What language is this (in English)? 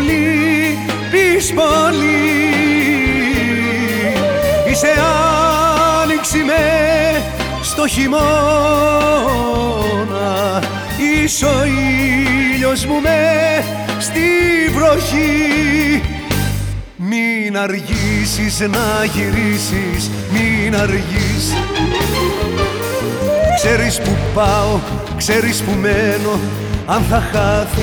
Greek